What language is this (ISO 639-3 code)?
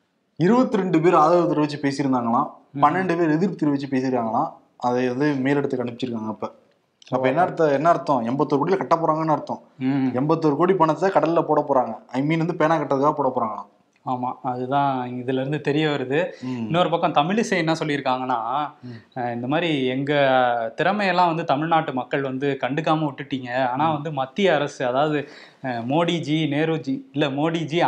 tam